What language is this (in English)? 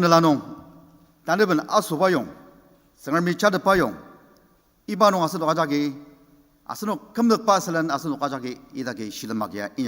Ao Naga